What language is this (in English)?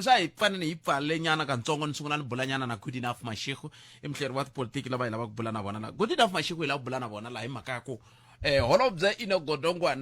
Tsonga